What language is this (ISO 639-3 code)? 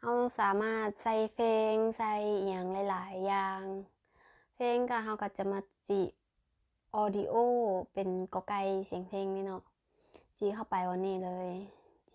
lao